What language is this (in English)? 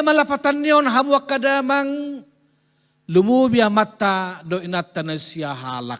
Batak Toba